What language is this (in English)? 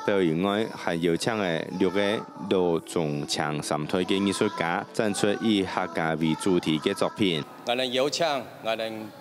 Hakka Chinese